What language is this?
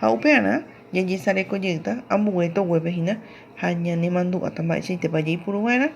Guarani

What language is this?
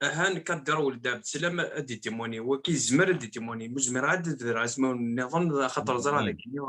Kabyle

